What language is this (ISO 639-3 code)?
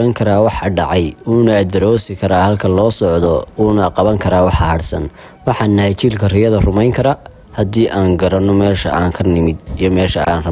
som